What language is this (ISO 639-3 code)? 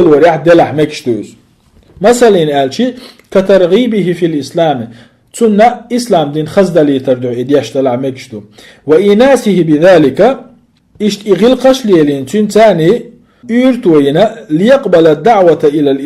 che